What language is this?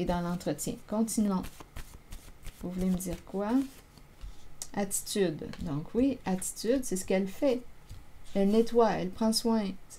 French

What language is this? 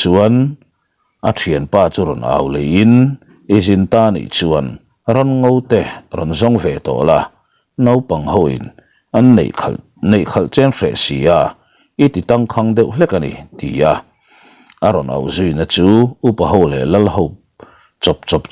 Mizo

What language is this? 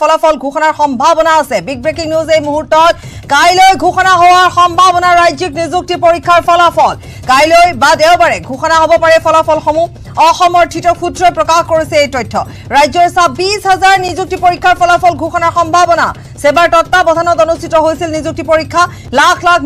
Assamese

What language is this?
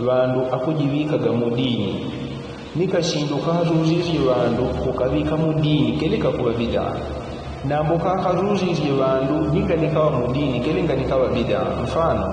Yao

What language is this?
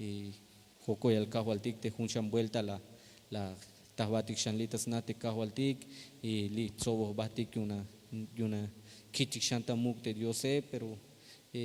Tzeltal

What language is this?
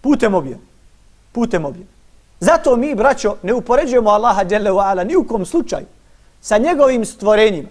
Bosnian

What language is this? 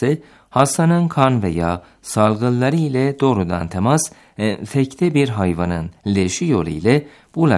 Turkish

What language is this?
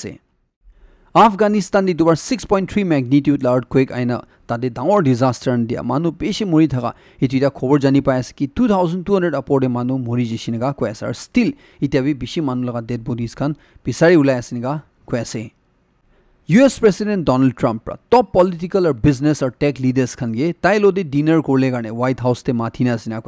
Naga Pidgin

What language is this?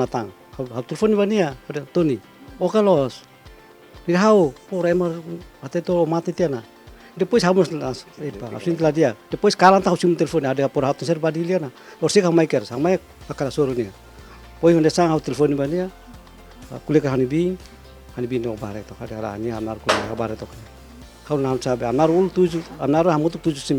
Tetum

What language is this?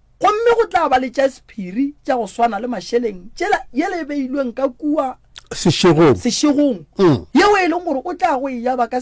Northern Sotho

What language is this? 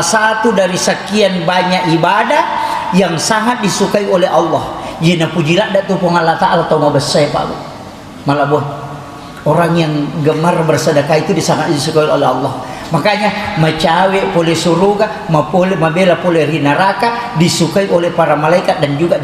Buginese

